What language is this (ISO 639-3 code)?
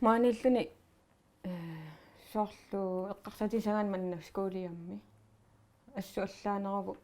kal